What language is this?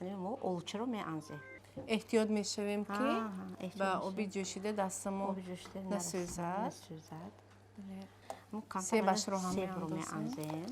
Tajik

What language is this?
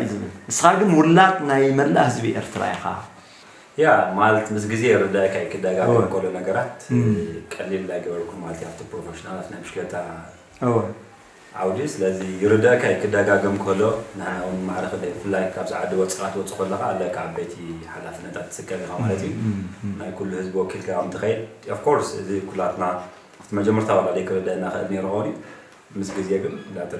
Tigrinya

